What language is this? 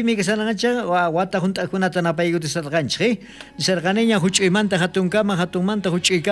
South Bolivian Quechua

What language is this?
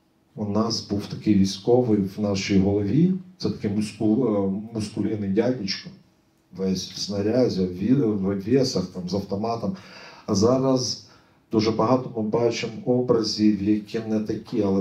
Ukrainian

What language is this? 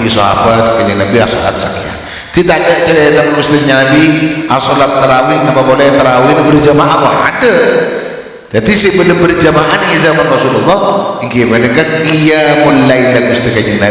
Madurese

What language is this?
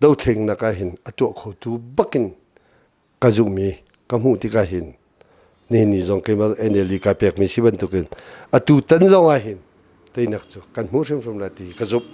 Hakha Chin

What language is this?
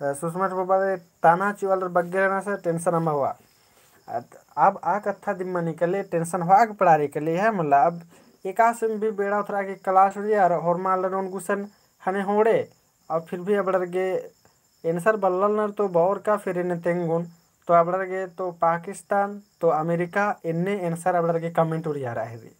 Kurukh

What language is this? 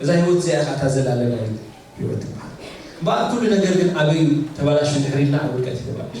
Tigrinya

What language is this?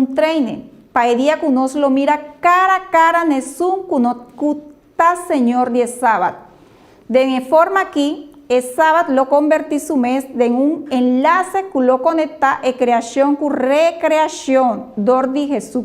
Papiamento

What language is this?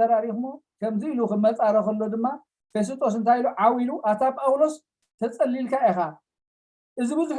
Tigrinya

